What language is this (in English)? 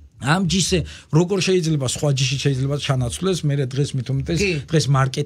Georgian